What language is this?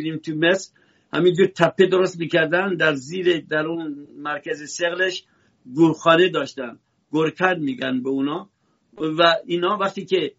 Persian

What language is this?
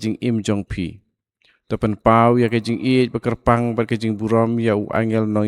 Khasi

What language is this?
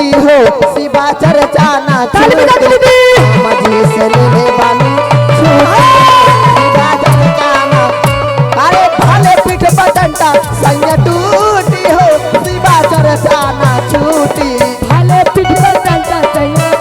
Magahi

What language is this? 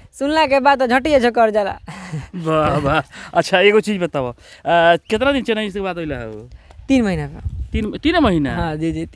Bhojpuri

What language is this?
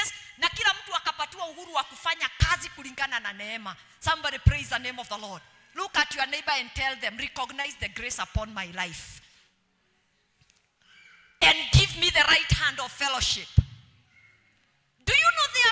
Swahili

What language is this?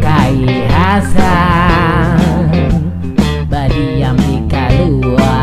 Banjar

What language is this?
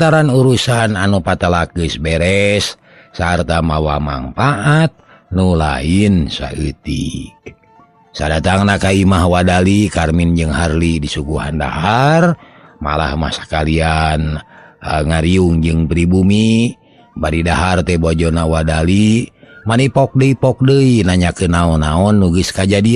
Sundanese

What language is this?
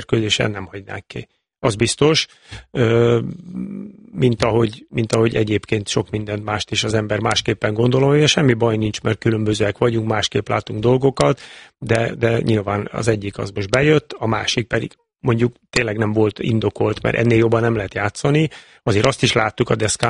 Hungarian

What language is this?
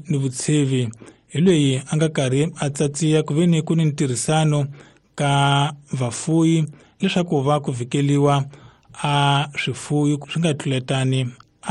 Tsonga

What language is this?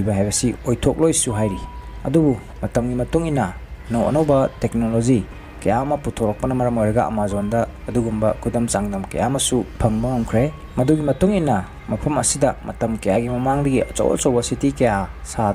Manipuri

